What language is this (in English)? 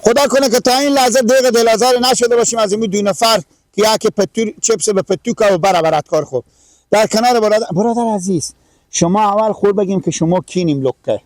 Persian